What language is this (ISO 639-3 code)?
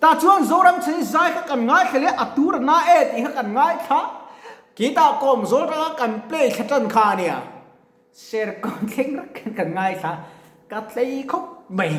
lus